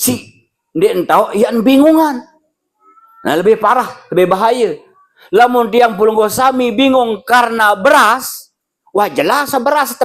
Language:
Sasak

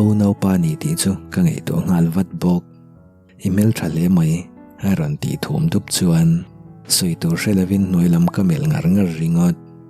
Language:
Mizo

